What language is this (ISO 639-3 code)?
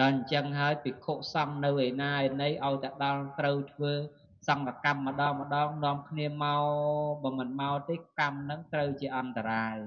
khm